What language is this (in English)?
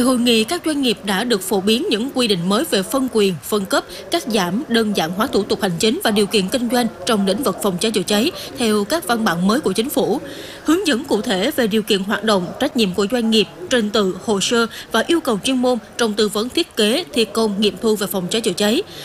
Vietnamese